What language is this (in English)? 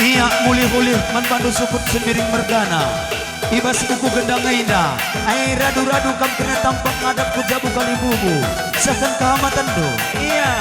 Batak Karo